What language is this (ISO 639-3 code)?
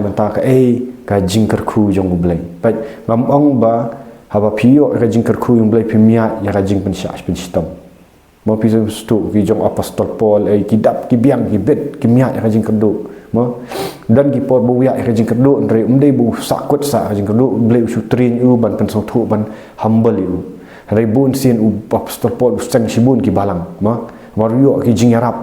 kha